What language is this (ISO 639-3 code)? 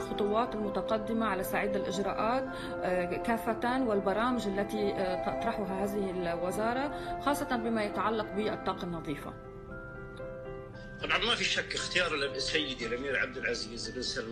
ara